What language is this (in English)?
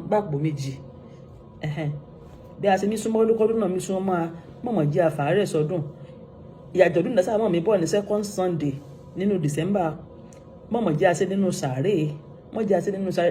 Yoruba